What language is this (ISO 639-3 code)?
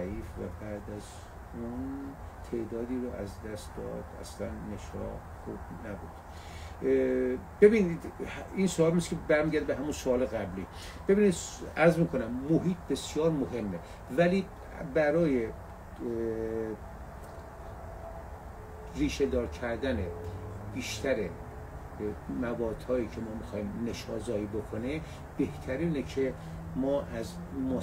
fas